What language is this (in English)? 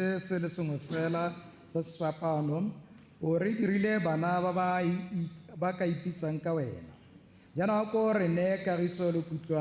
Tswana